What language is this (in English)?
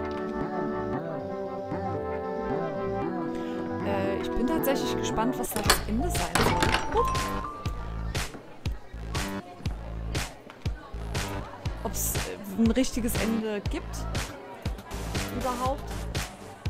German